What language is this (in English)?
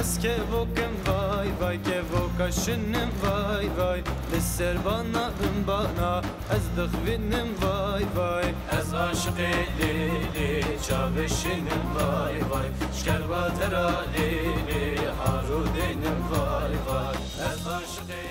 Zaza